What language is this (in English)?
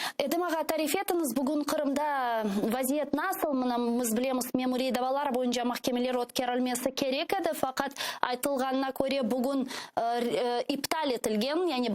Crimean Tatar